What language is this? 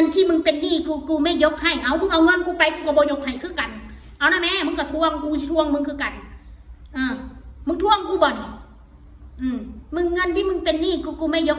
Northeastern Thai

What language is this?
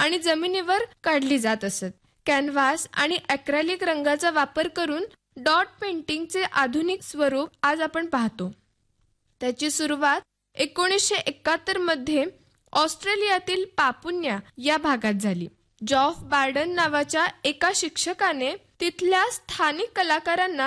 Marathi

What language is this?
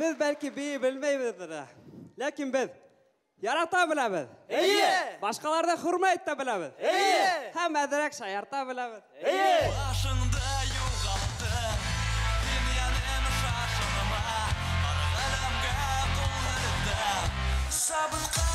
Bashkir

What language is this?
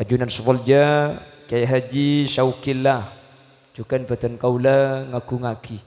Madurese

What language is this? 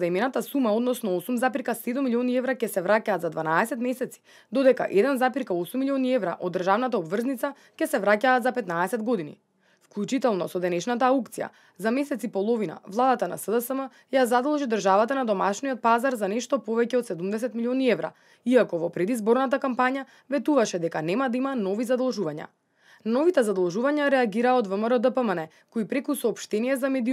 Macedonian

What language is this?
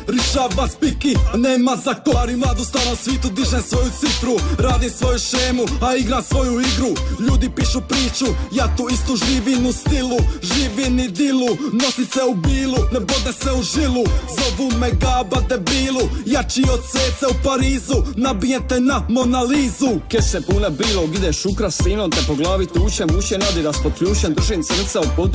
Croatian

